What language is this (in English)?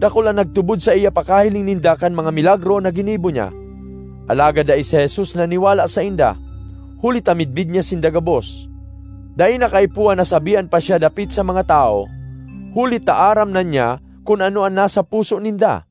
Bikol